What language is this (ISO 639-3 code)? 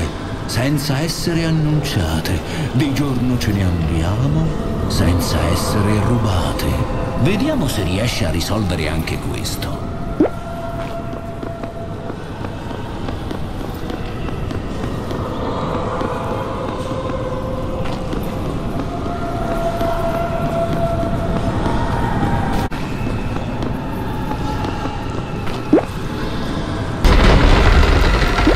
ita